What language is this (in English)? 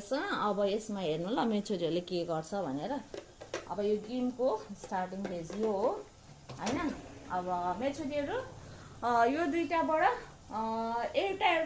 Nepali